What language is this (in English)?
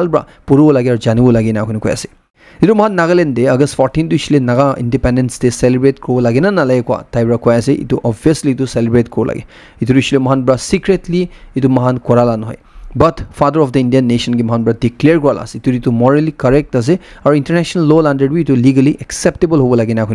Naga Pidgin